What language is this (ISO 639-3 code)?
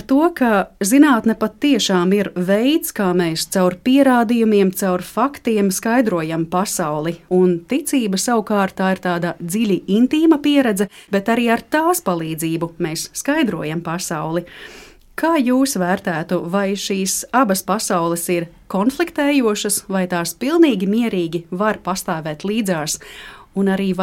lav